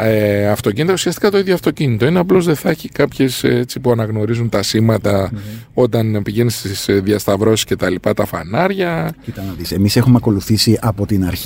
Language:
Greek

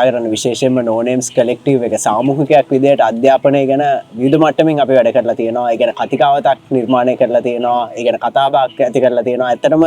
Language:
Sinhala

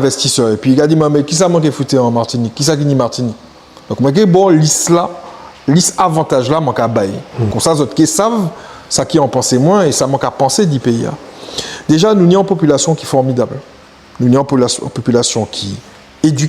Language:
Guadeloupean Creole French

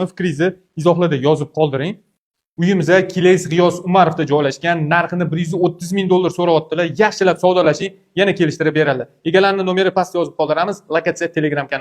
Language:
Uzbek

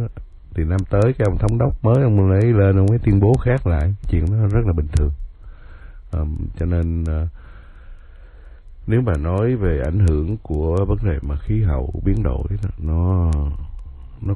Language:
Vietnamese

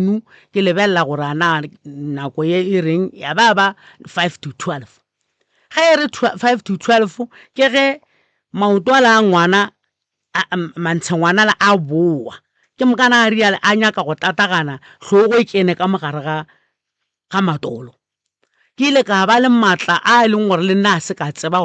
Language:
Northern Sotho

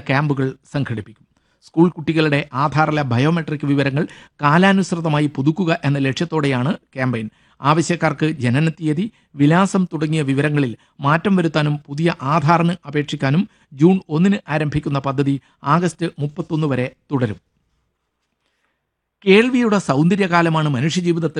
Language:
Malayalam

